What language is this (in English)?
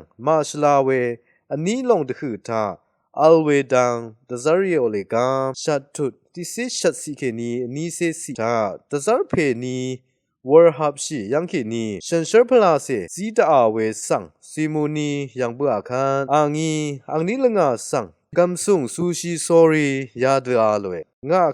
Rawang